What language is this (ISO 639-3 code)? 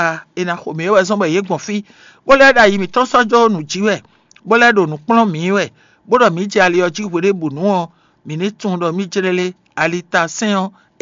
fon